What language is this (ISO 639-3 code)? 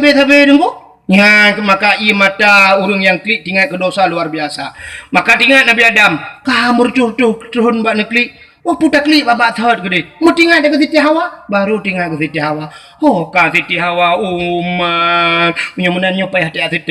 ace